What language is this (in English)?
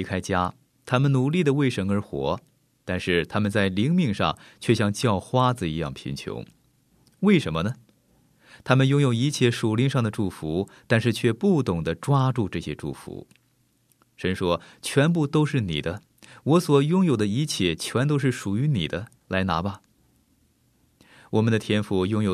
Chinese